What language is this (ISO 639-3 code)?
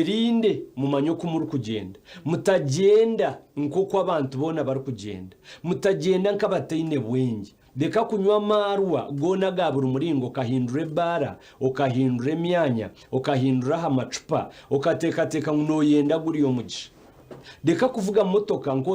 nyn